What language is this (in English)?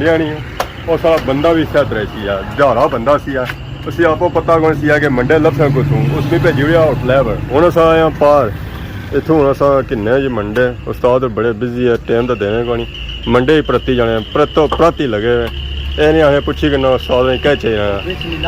Pahari-Potwari